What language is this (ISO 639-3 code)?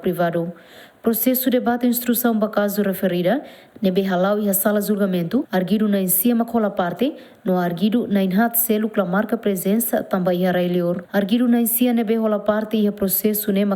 tet